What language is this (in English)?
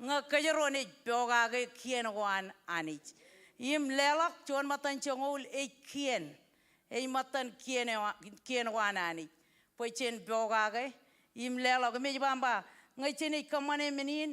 Marshallese